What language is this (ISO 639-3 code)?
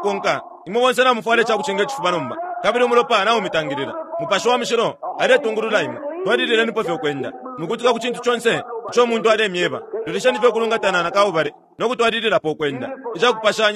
bem